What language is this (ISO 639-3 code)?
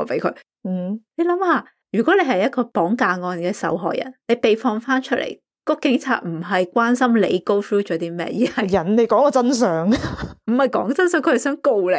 yue